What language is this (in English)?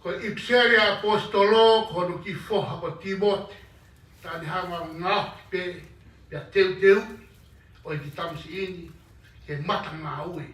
Tongan